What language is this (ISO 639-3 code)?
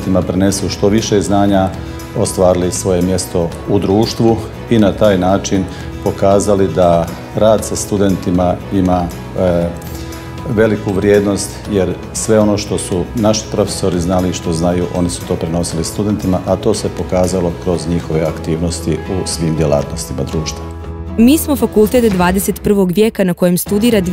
bos